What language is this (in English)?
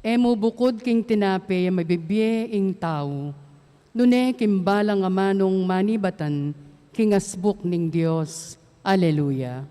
Pampanga